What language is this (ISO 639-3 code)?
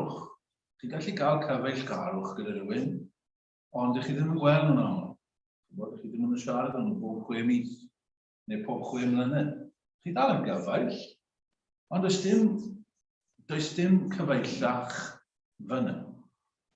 cym